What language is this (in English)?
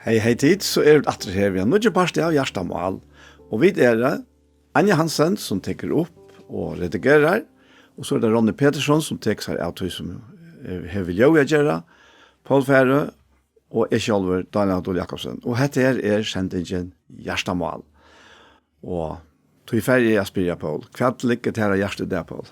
Faroese